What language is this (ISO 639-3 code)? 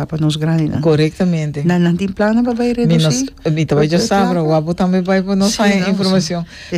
pap